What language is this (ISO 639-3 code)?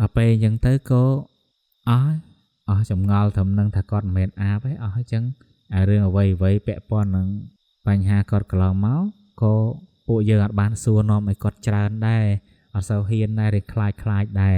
khm